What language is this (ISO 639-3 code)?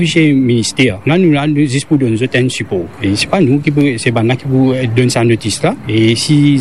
mfe